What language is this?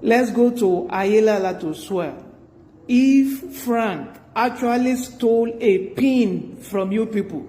Nigerian Pidgin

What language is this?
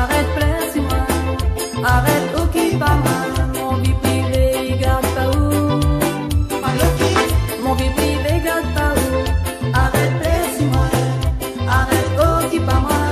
Réunion Creole French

